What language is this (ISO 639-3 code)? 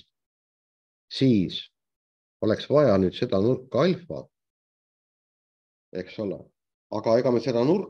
est